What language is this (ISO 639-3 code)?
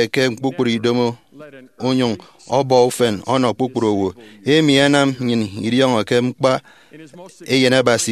efi